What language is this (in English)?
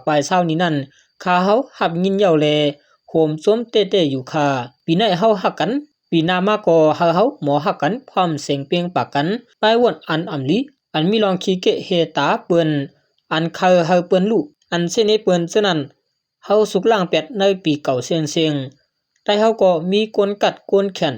Shan